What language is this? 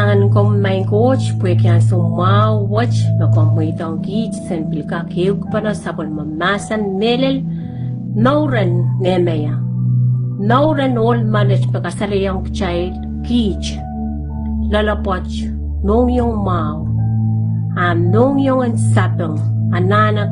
Pohnpeian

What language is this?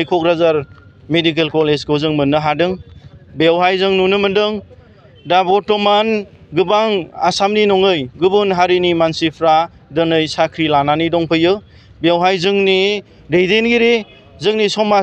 Bodo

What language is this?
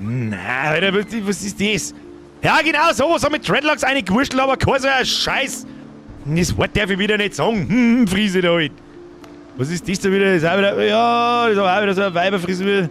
Bavarian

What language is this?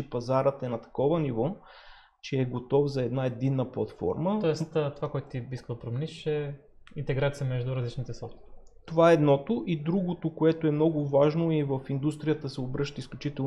Bulgarian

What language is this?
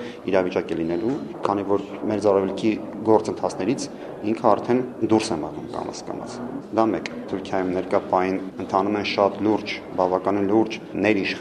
Armenian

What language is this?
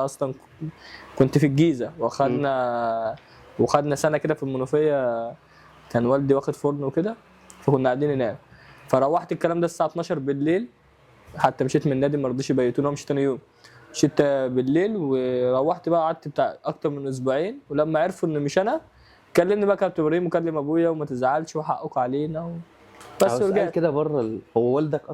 Egyptian Arabic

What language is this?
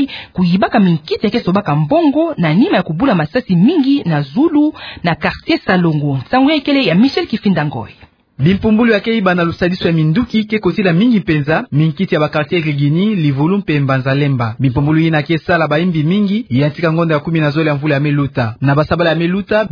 Kituba (Democratic Republic of Congo)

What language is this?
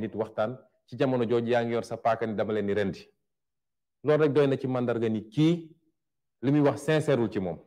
Wolof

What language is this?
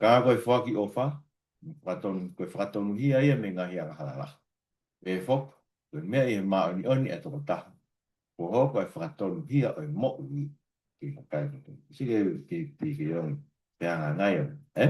Tongan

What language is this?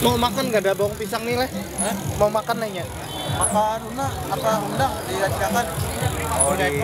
Banjar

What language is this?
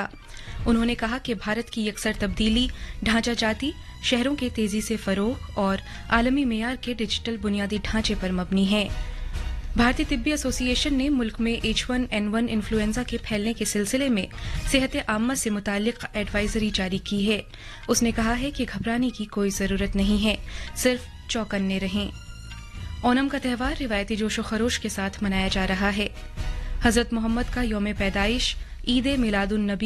Urdu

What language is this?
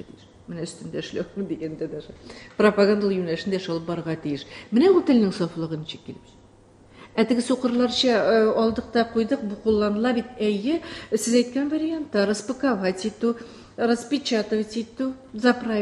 Tatar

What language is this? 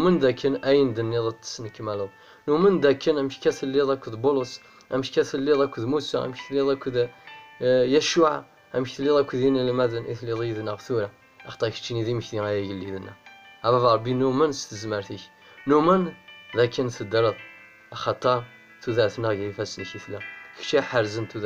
Kabyle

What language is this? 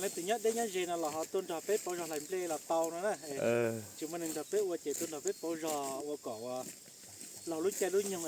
Hmong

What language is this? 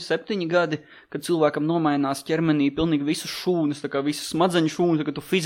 Latvian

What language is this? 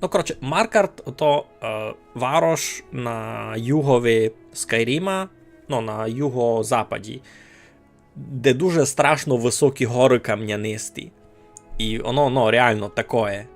Rusyn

